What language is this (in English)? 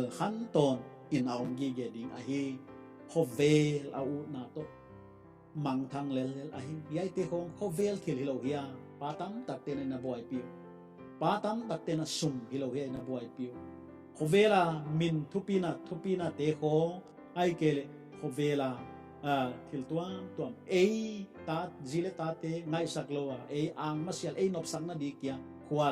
Paite Chin